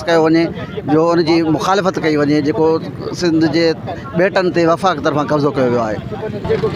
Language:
Sindhi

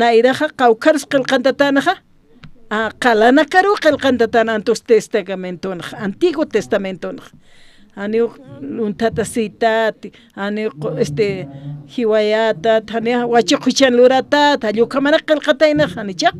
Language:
Aymara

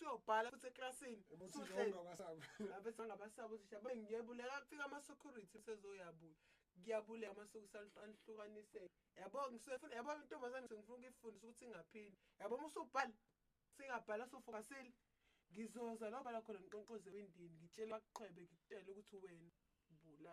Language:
Zulu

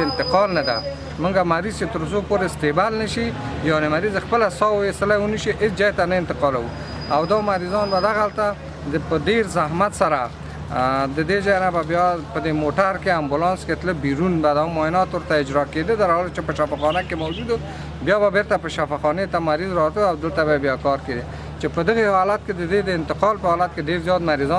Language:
Pashto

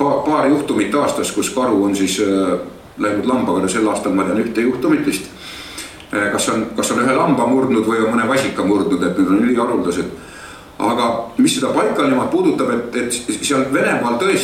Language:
Estonian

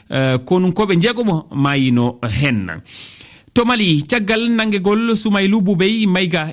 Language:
Fula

